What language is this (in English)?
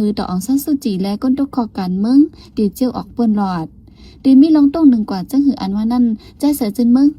Shan